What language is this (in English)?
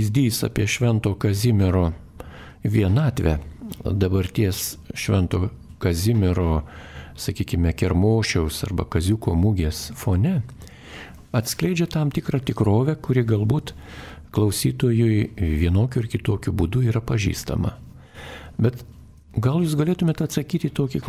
Lithuanian